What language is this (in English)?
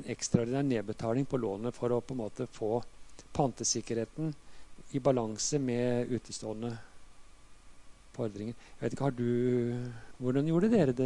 Norwegian